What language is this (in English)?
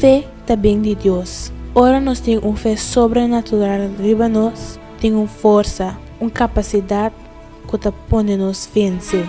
Papiamento